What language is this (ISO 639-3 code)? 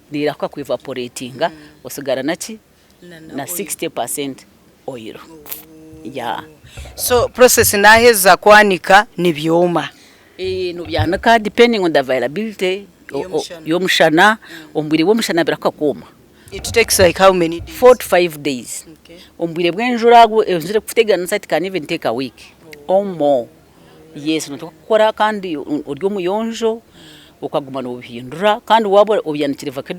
nyn